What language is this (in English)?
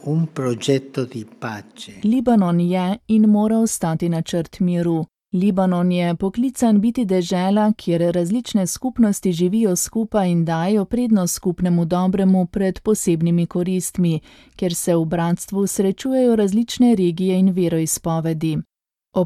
Slovenian